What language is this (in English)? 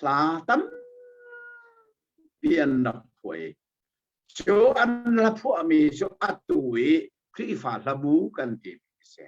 Hakha Chin